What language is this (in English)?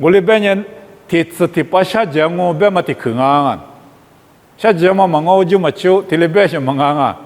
Lisu